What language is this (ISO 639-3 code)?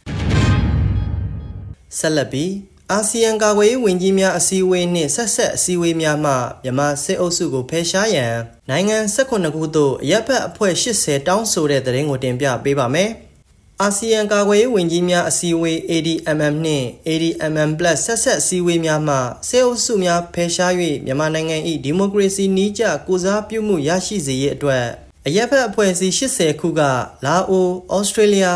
mya